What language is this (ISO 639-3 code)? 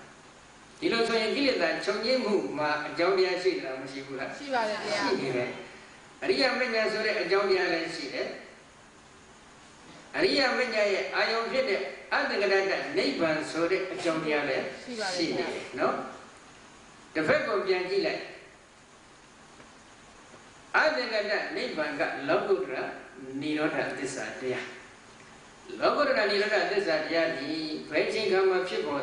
mya